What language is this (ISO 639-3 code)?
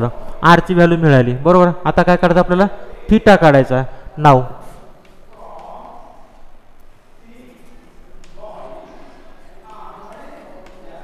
mar